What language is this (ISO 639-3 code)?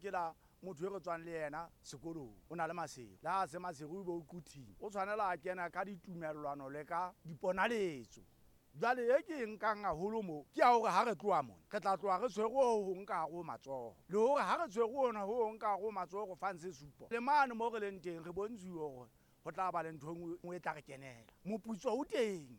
sot